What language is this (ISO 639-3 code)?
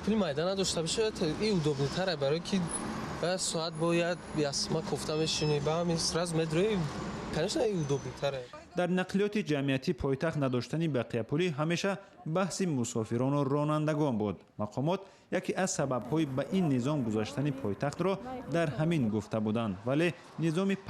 tgk